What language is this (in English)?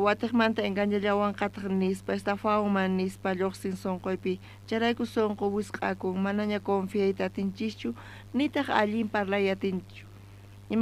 South Bolivian Quechua